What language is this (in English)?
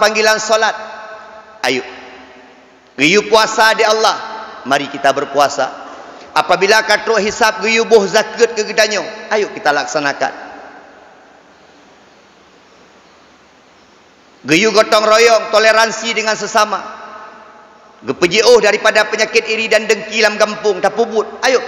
Malay